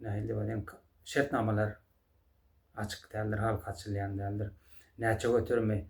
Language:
Turkmen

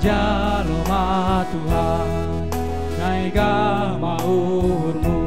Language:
Batak Simalungun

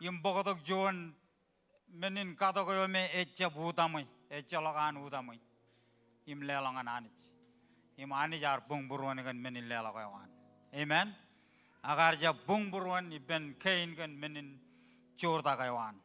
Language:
Marshallese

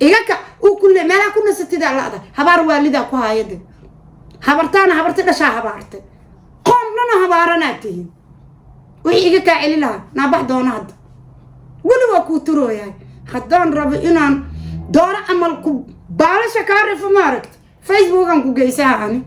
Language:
Somali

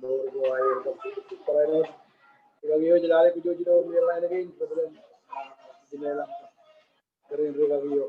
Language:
Marshallese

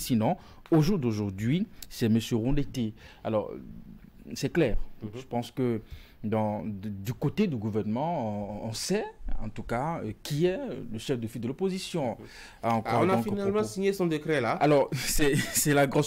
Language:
French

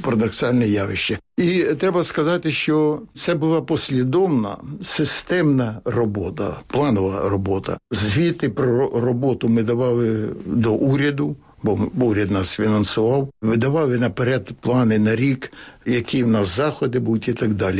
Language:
Ukrainian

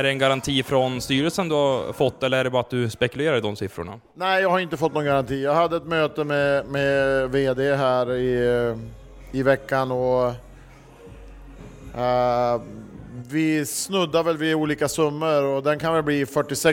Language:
Swedish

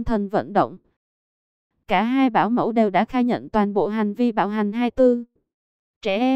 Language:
Vietnamese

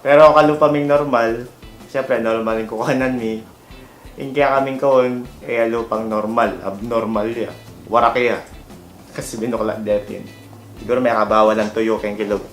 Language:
Pampanga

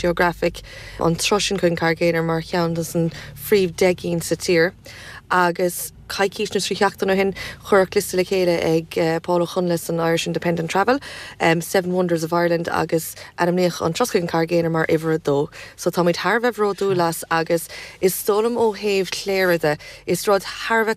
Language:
Irish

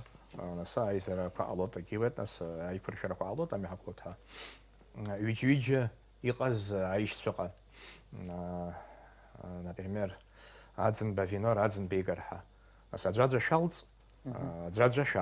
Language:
Abkhazian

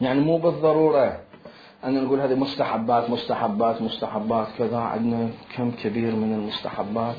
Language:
Mesopotamian Arabic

